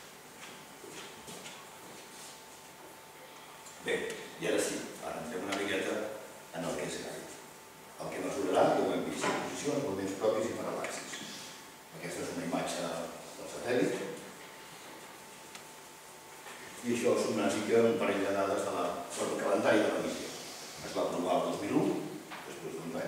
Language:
Catalan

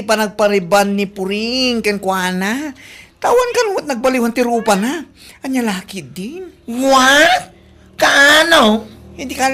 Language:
Iloko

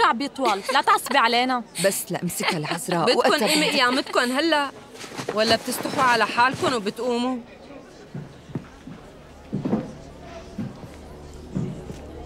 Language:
North Levantine Arabic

